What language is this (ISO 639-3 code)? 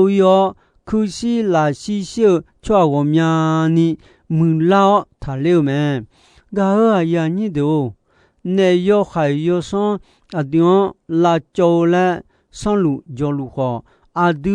ahk